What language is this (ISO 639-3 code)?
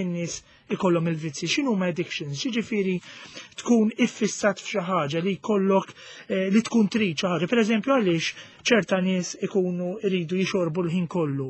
mlt